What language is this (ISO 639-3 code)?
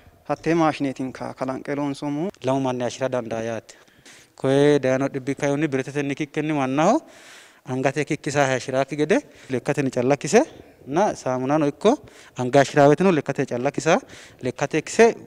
sid